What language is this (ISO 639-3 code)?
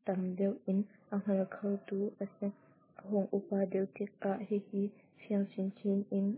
cnh